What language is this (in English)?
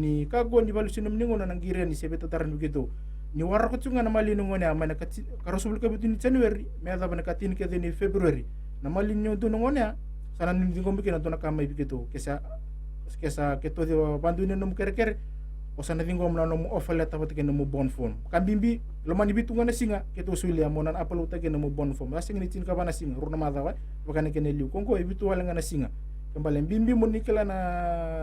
Fijian